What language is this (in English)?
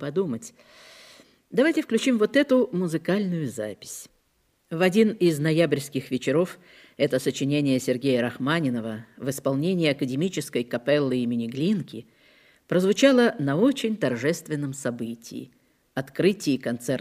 Russian